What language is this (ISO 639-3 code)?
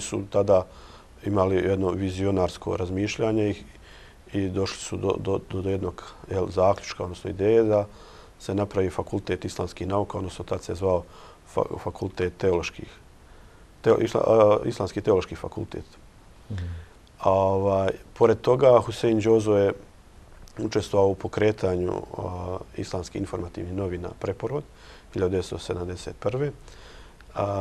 bos